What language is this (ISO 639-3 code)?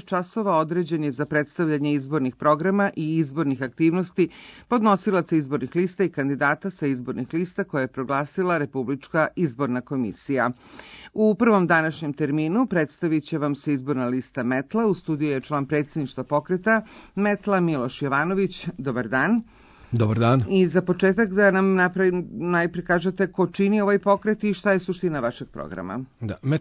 srp